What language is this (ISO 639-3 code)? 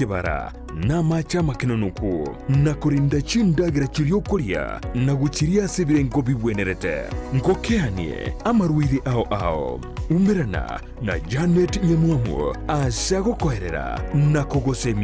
guz